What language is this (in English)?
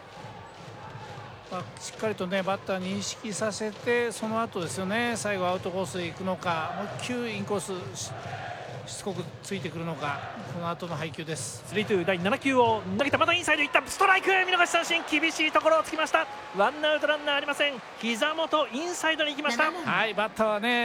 Japanese